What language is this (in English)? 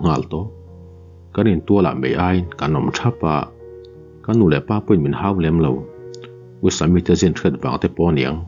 Mizo